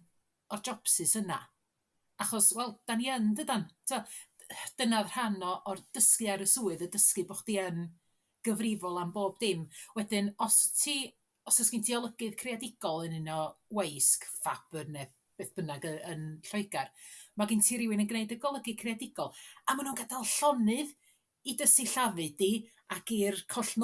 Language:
Welsh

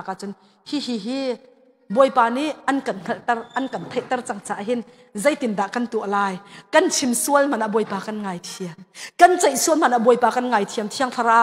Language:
Hakha Chin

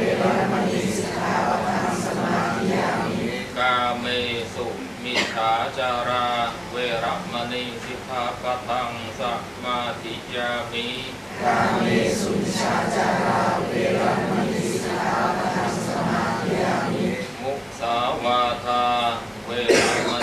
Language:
Pali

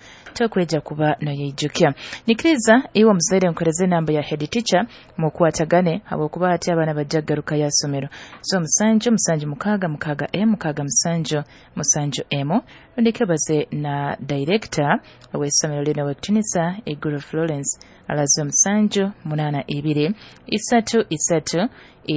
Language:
Nyoro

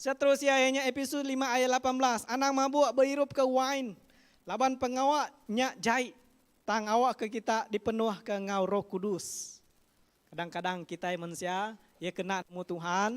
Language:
Iban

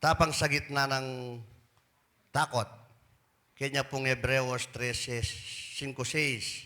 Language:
Pampanga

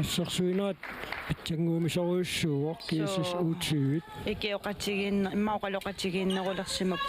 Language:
Kalaallisut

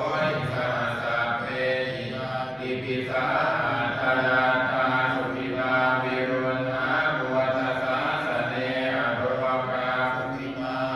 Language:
Pali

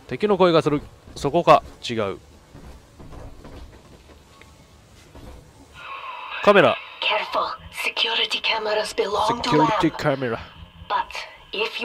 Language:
Japanese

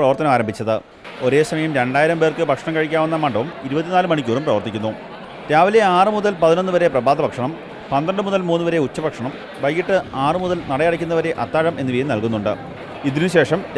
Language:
Malayalam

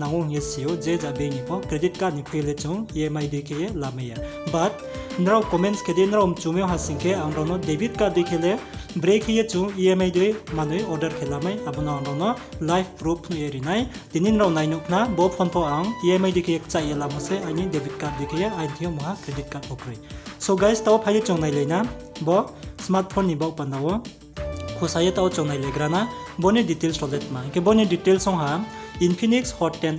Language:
Riang (India)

